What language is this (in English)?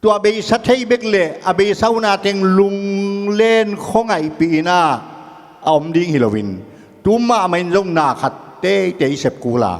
Tedim Chin